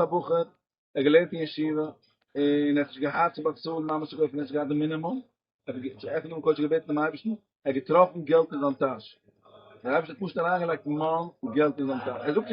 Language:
Yiddish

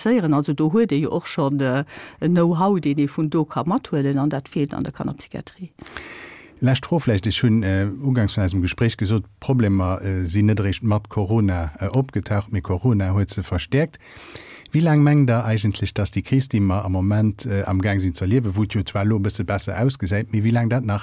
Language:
Luxembourgish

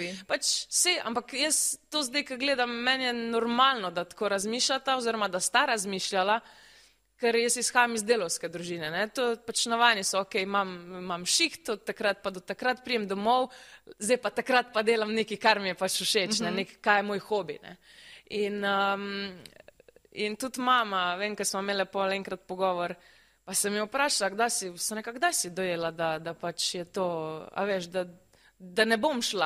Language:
Slovenian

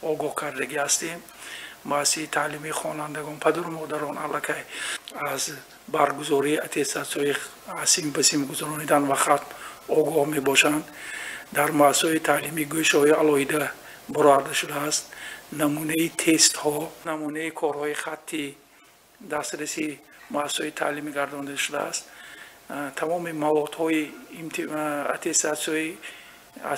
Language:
Tajik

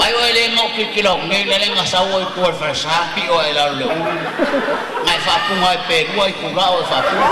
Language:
Samoan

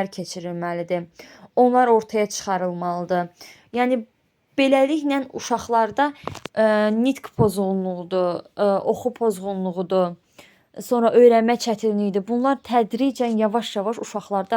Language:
Azerbaijani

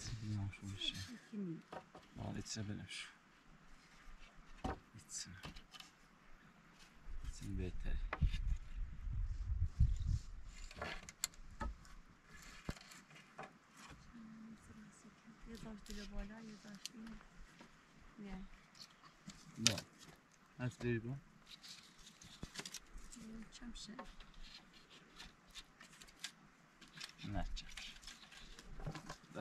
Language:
Persian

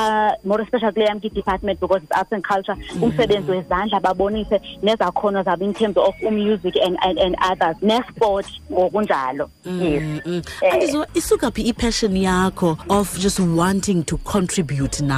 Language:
Xhosa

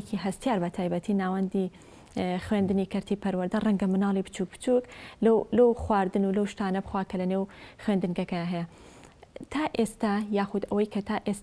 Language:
Central Kurdish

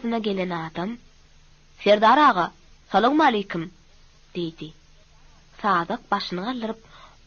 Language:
Turkmen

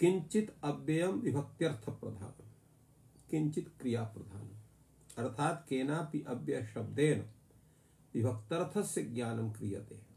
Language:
Sanskrit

